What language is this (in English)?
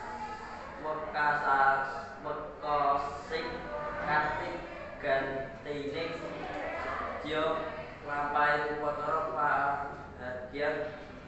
Javanese